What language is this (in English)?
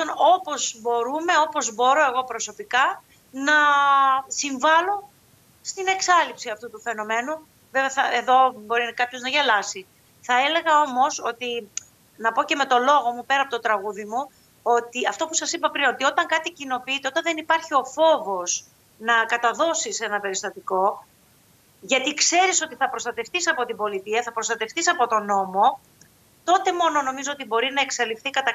Greek